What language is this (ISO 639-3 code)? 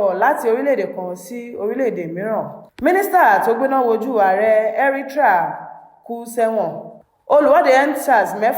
yor